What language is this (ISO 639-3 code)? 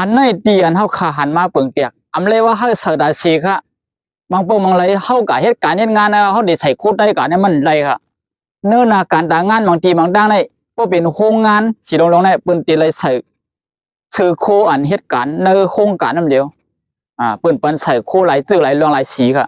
shn